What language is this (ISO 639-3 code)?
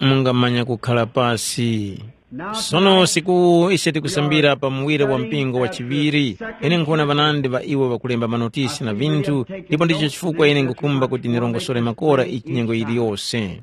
tum